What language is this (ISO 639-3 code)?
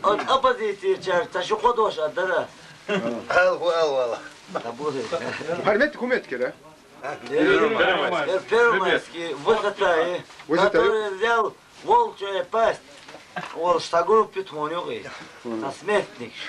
che